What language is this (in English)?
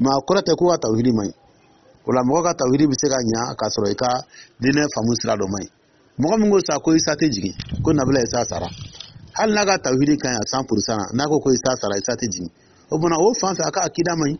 Dyula